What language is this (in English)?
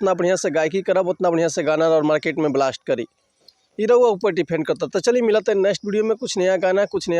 Bhojpuri